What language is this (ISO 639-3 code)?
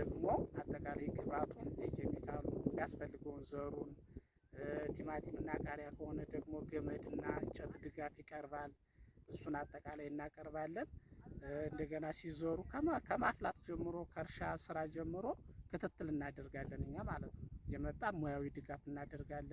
amh